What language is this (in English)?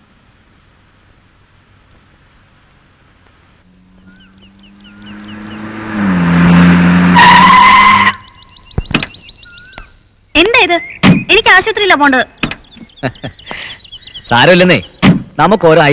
Malayalam